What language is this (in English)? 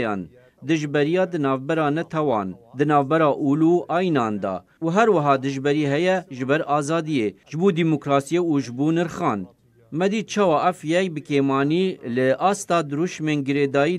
Kurdish